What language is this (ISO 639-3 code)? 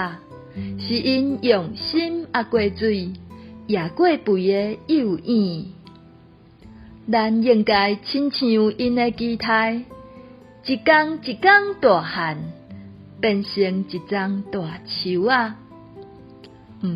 nan